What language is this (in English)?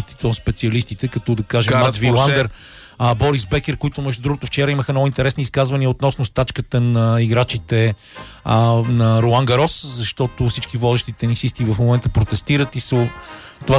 Bulgarian